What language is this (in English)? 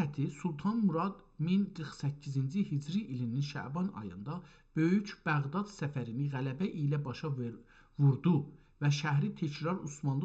South Azerbaijani